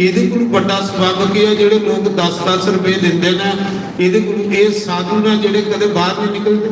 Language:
Dogri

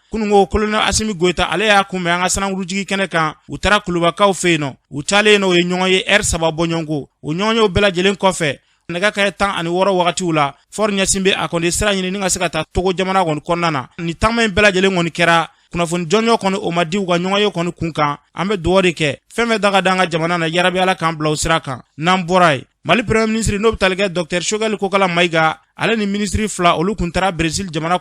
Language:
Bambara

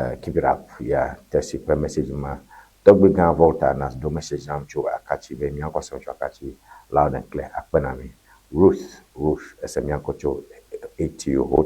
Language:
Ewe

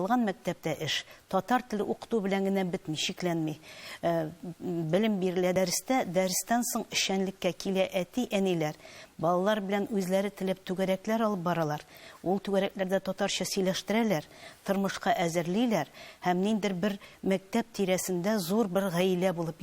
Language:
Tatar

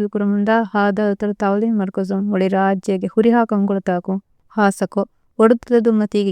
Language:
Divehi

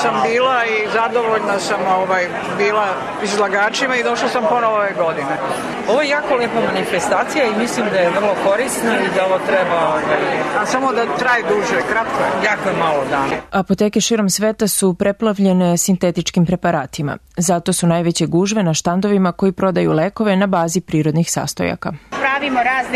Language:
Serbian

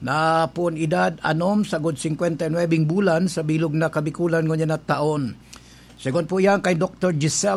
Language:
Bikol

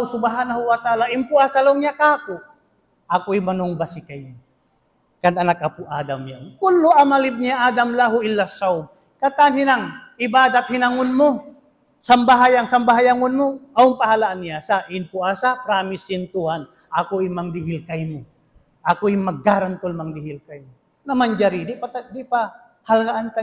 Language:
Tausug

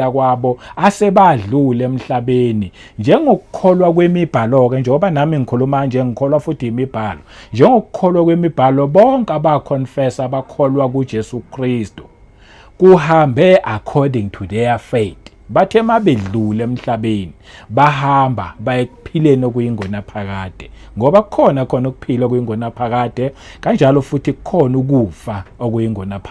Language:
Zulu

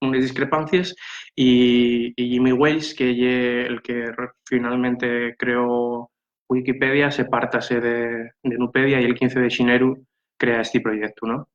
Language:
Asturian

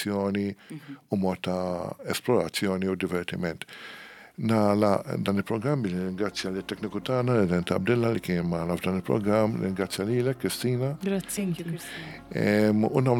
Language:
Maltese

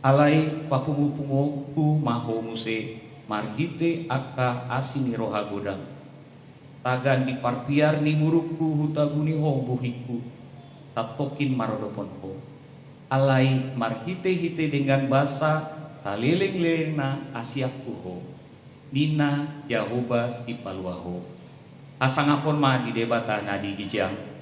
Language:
Batak Toba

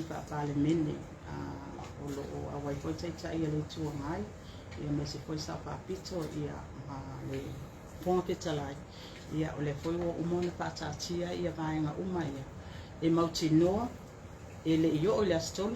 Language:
Samoan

